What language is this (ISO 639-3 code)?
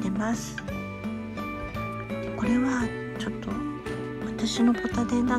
jpn